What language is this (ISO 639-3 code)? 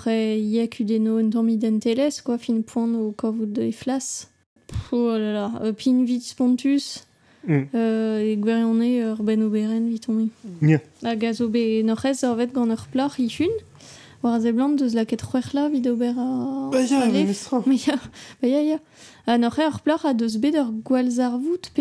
bre